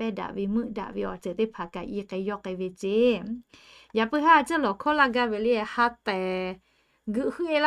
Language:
Lahu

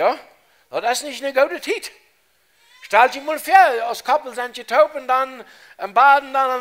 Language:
Plautdietsch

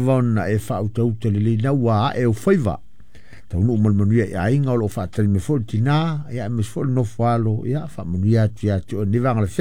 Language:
Samoan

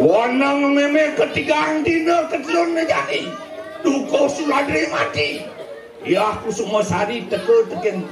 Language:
Balinese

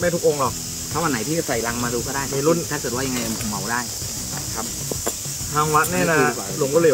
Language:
Thai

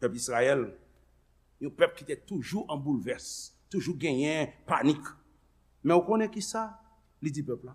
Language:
Haitian Creole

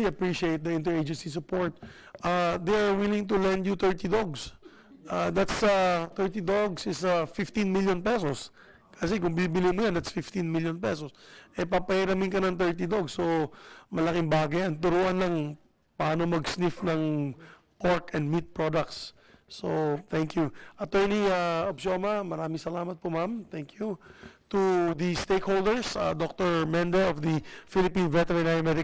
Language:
Filipino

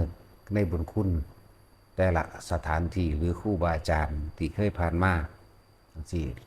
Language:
Northeastern Thai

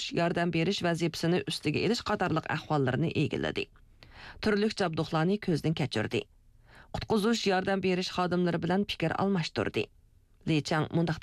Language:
Uyghur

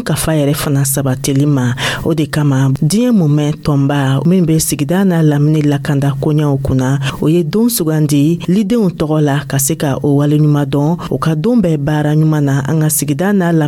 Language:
Dyula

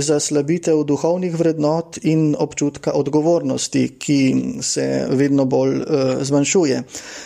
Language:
Slovenian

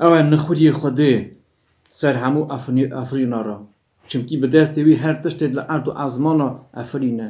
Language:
Kurdish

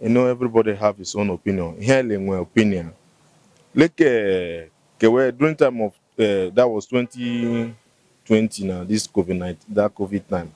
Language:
Igbo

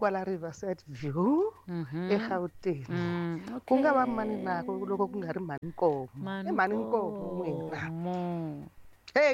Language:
Tsonga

